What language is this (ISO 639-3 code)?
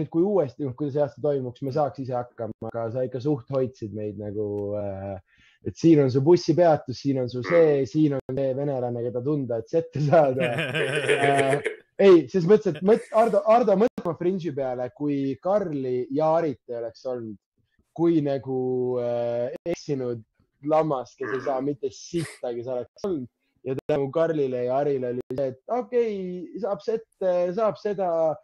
est